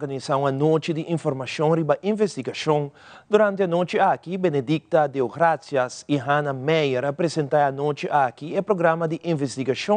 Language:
Papiamento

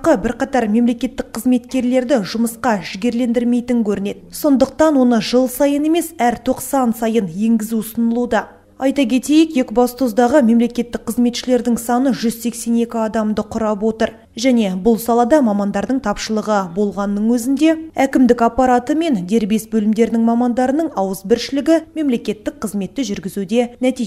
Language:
Kazakh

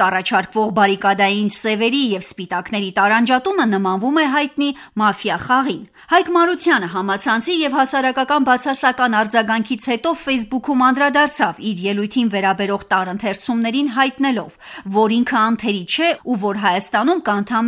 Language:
Armenian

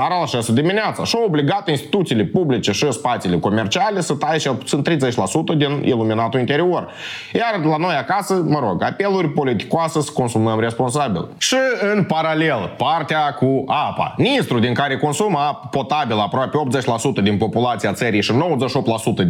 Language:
Romanian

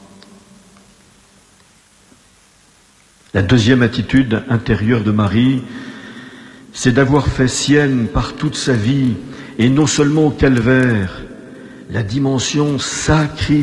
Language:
French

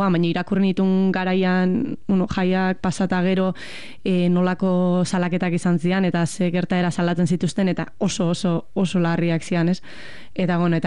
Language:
Basque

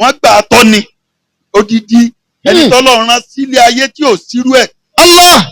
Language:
Yoruba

